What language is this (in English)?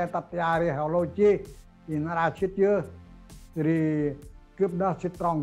Central Mnong